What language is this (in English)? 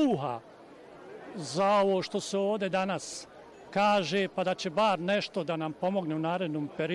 Bosnian